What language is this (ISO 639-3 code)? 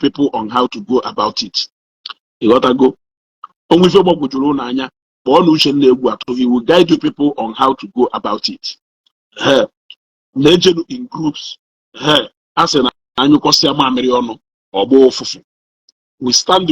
ibo